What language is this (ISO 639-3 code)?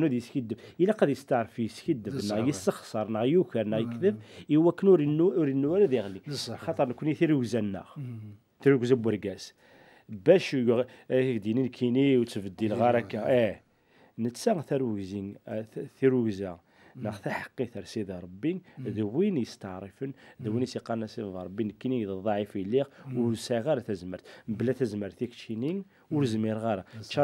kab